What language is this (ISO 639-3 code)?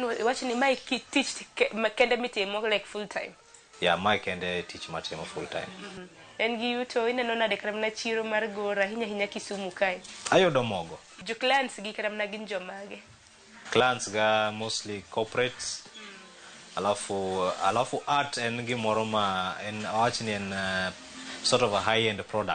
luo